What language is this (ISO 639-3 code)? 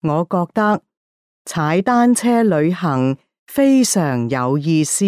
yue